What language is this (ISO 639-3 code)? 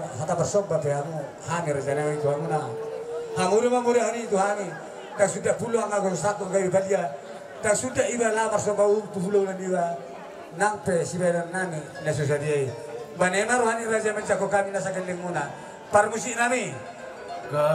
bbc